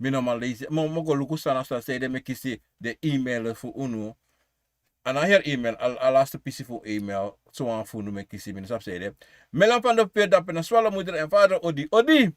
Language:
Sranan Tongo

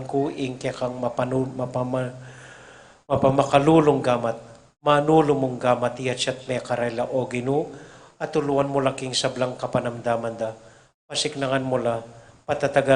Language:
Pampanga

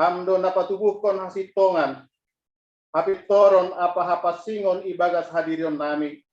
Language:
Batak Simalungun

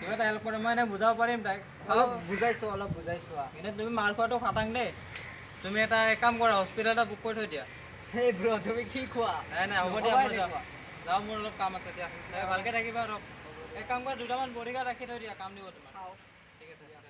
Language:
Assamese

